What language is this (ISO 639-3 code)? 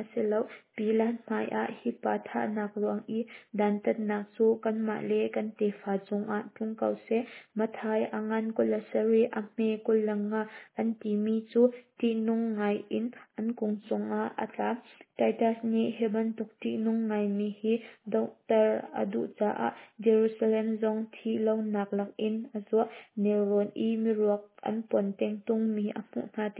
cnh